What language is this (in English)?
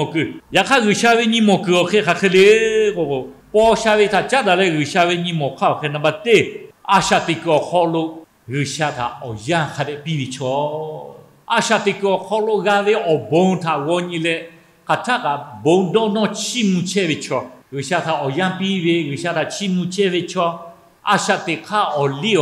Lahu